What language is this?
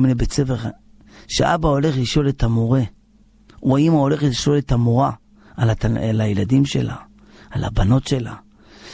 Hebrew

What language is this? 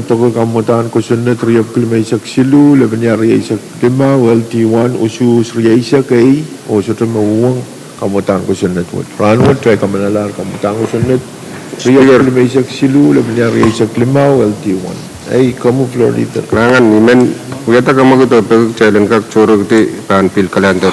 Pohnpeian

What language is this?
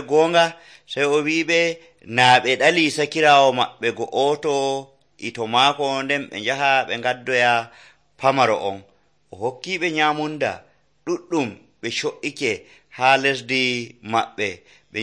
Nigerian Fulfulde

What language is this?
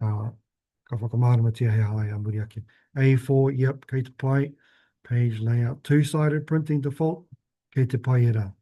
Māori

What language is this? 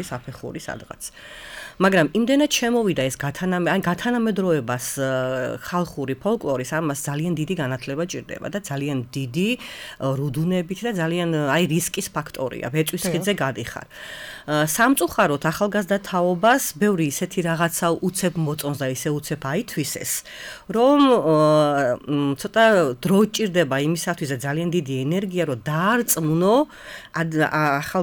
Georgian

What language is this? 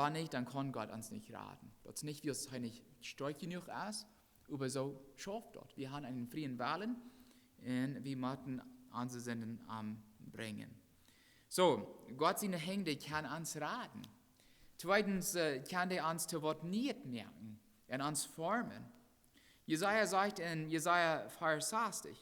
Plautdietsch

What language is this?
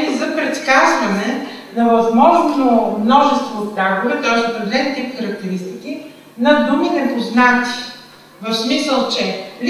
Bulgarian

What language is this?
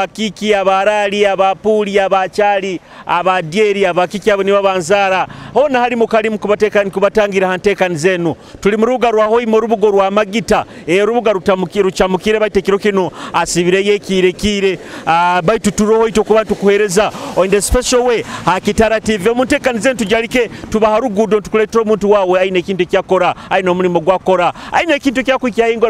Nyoro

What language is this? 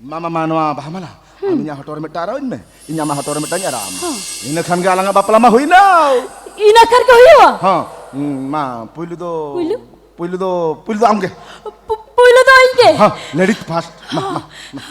Santali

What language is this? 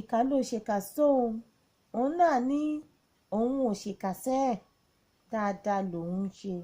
Yoruba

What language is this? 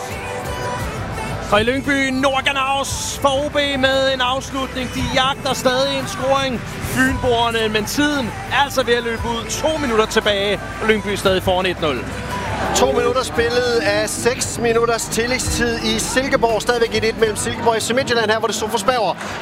Danish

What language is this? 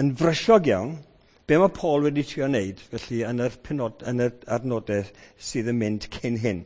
Welsh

